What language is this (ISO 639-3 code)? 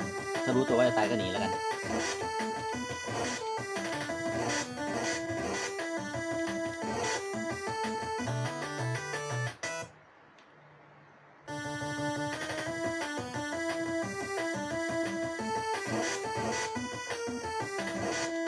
tha